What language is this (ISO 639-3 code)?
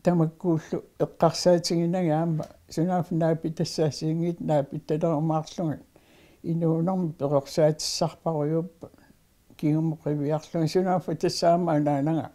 kal